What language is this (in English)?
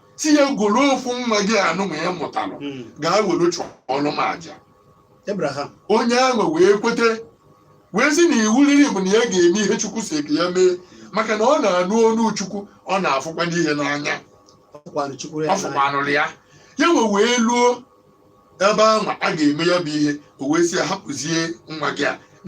Igbo